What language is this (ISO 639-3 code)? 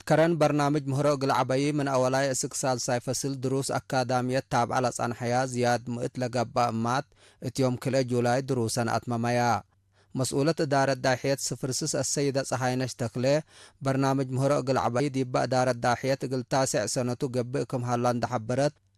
tig